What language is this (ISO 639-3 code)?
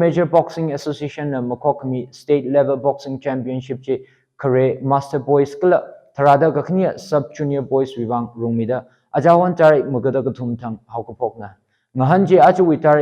nmf